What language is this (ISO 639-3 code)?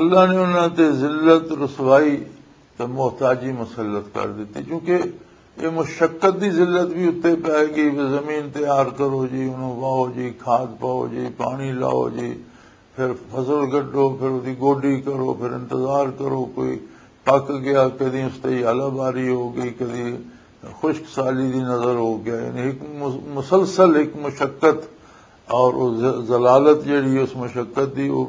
lah